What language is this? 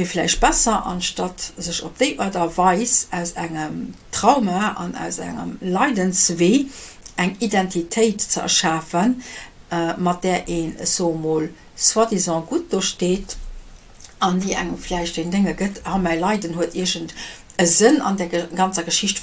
Luxembourgish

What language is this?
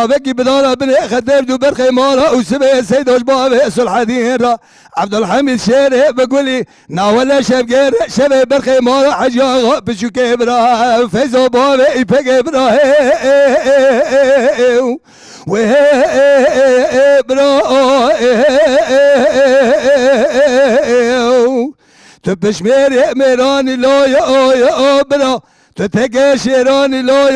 Kurdish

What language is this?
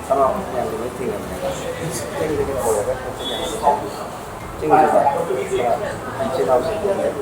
Manipuri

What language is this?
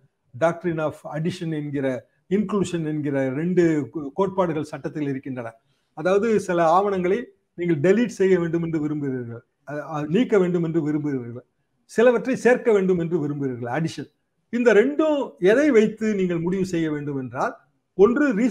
Tamil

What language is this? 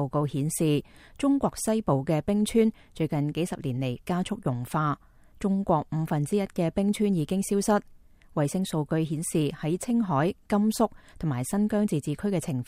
Cantonese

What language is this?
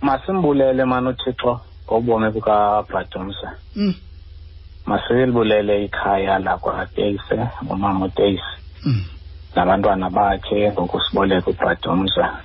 Xhosa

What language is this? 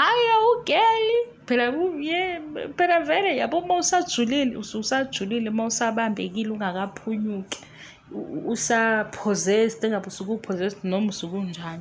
Zulu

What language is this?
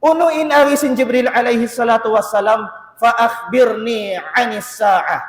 Tausug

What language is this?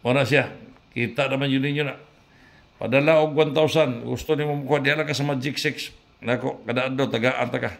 Cebuano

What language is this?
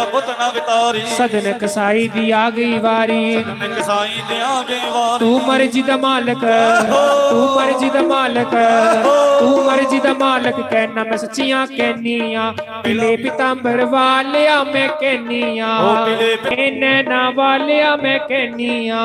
Dogri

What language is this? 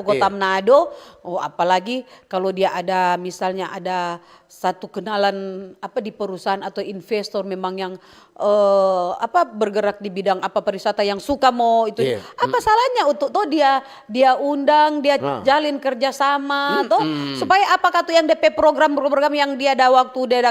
Manado Malay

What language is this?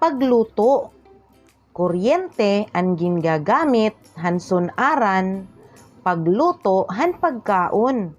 Waray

